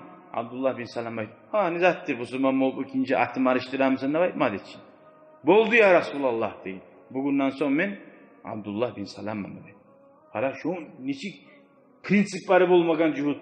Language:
Kumyk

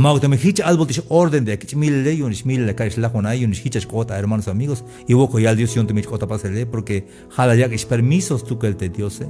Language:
Tzeltal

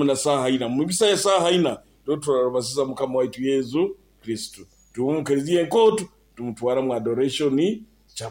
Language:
Nyoro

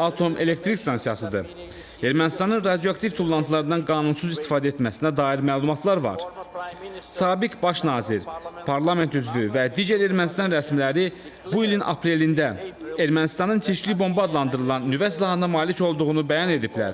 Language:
Azerbaijani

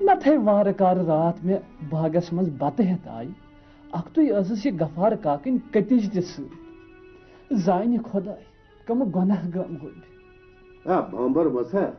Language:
Kashmiri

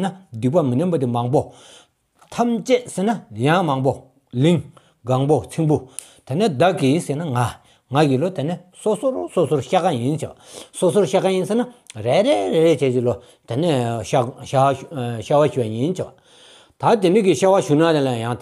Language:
Stod Bhoti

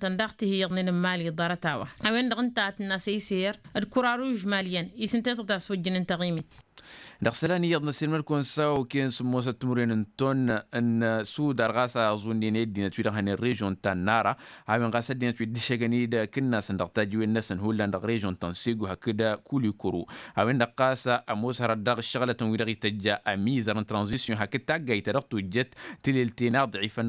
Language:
Tamasheq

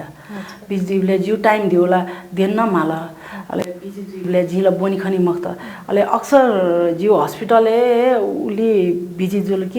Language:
Newari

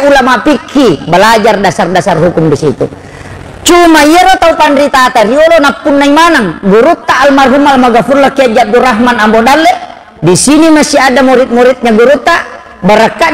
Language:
Buginese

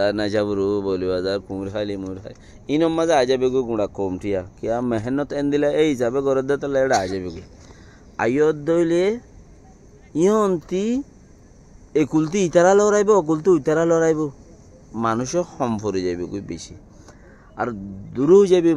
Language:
Rohingya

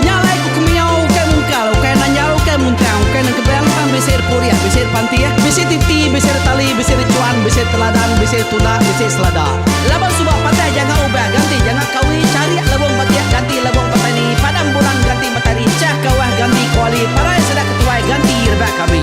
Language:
Iban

